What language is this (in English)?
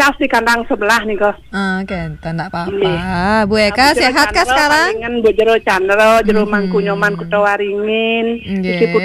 Balinese